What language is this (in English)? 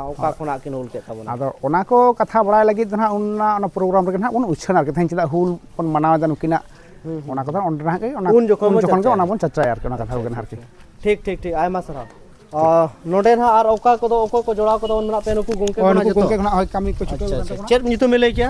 Santali